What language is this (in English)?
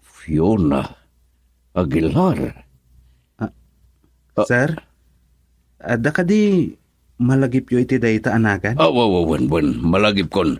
Iloko